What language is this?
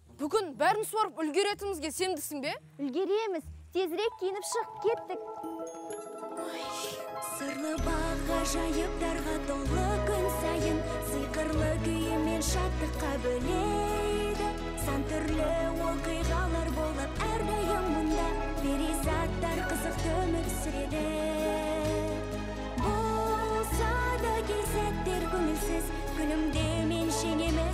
Kazakh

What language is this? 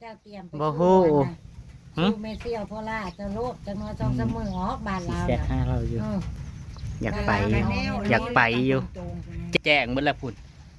Northeastern Thai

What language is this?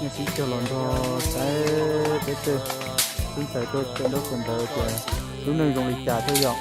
Hmong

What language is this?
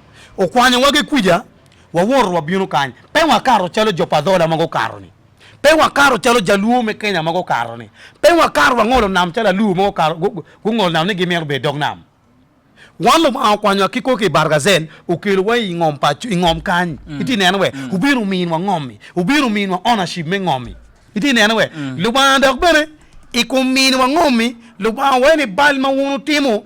Acoli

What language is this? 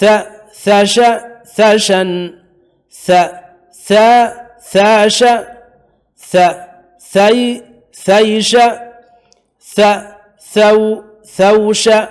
Divehi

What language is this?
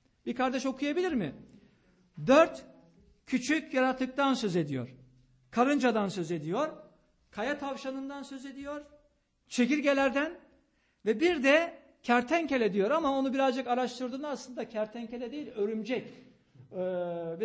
Turkish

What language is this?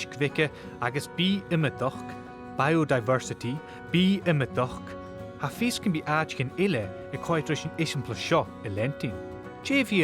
Scottish Gaelic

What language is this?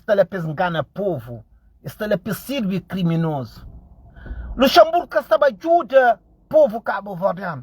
Kabuverdianu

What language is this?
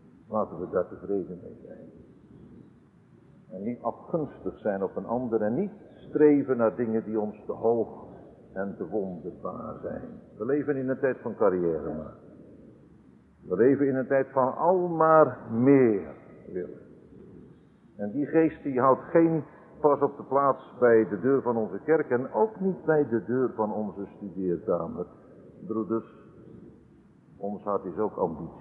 Dutch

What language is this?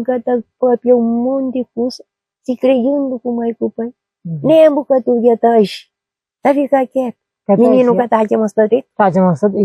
Kabuverdianu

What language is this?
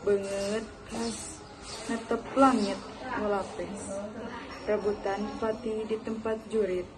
Sundanese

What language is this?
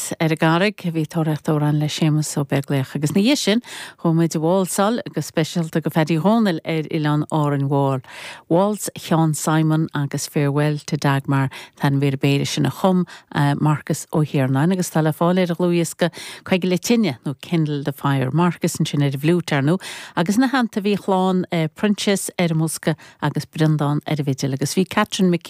Irish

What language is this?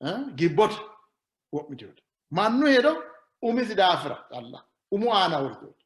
Sidamo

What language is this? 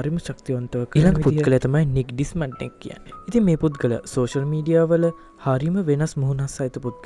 Sinhala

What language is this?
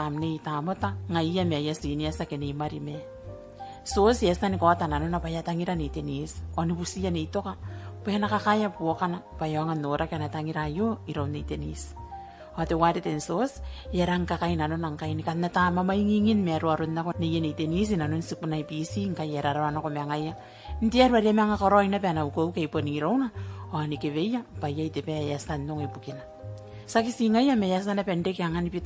Gilbertese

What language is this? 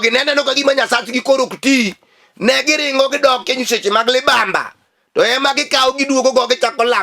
Luo (Kenya and Tanzania)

